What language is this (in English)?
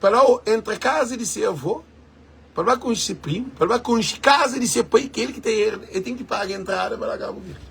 Kabuverdianu